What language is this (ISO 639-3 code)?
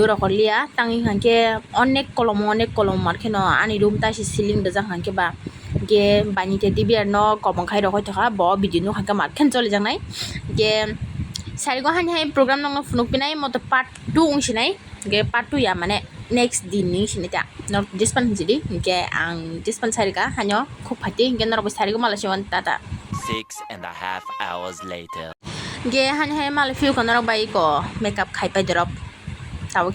trp